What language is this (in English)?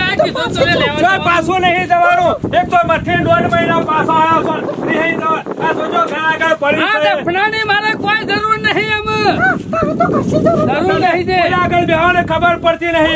Gujarati